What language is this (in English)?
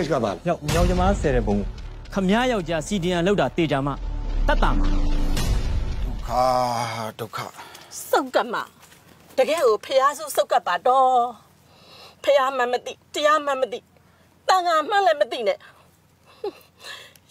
Burmese